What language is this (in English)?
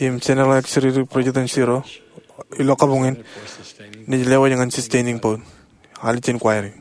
Marshallese